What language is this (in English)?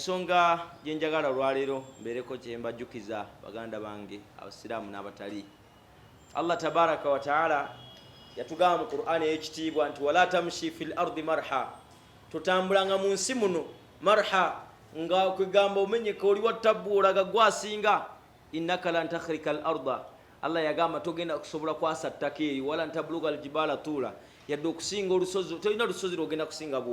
Ganda